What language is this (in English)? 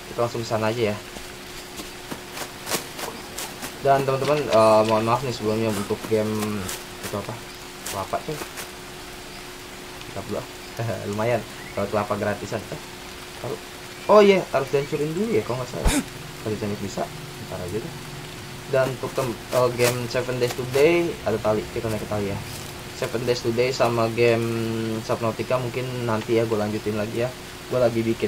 Indonesian